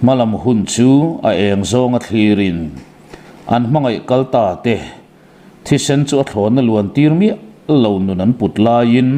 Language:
Mizo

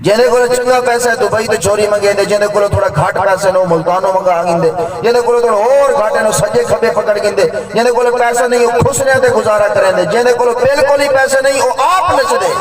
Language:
Saraiki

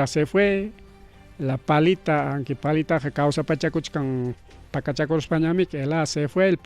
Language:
Ayacucho Quechua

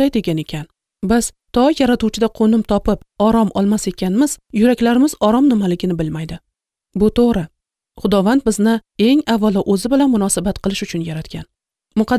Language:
Uzbek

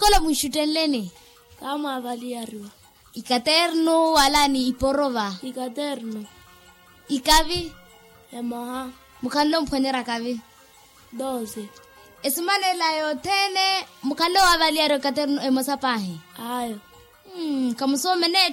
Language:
Makhuwa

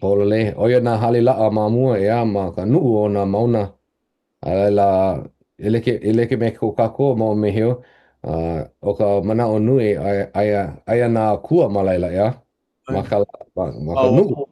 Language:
Hawaiian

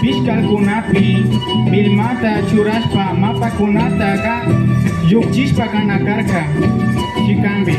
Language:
Imbabura Highland Quichua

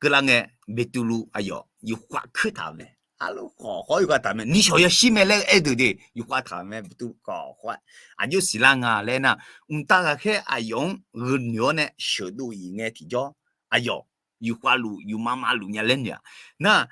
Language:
Akha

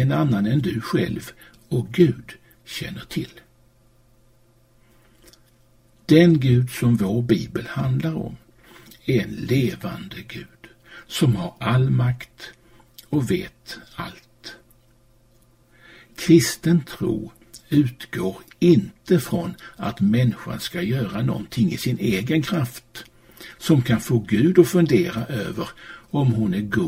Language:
Swedish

